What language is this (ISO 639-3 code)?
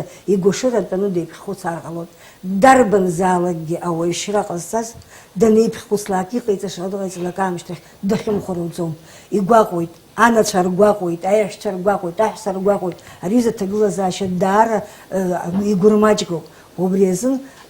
abk